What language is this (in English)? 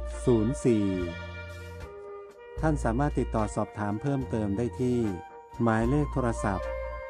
Thai